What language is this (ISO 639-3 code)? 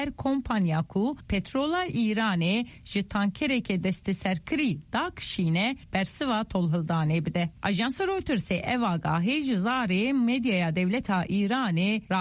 kur